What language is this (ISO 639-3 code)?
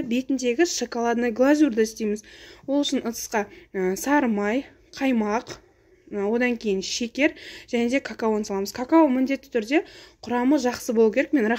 kaz